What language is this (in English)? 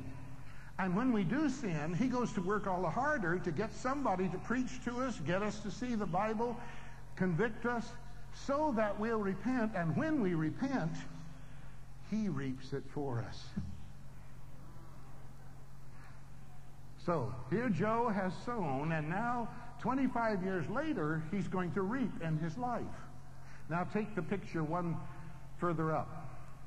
English